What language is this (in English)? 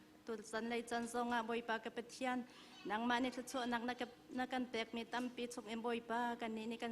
Hakha Chin